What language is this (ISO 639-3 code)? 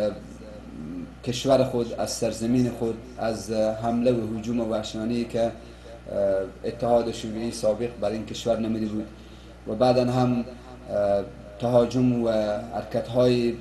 fas